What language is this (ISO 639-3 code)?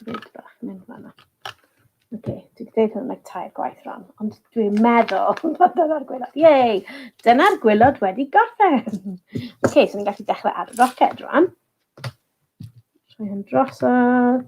cym